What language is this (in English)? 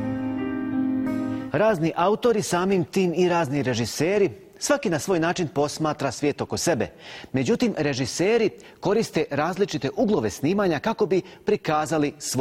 Bosnian